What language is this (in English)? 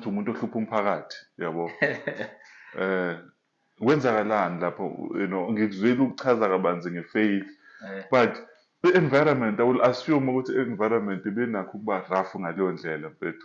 Zulu